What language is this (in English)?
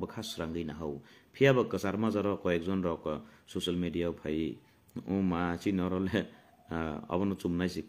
Kok Borok